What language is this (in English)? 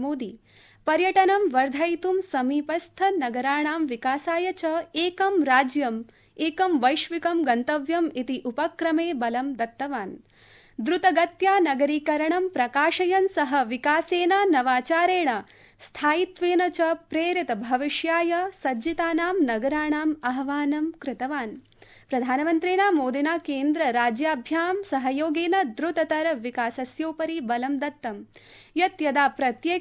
Sanskrit